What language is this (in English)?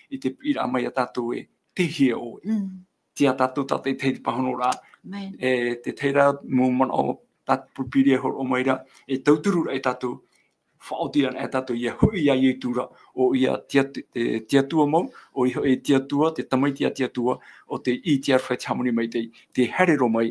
Tahitian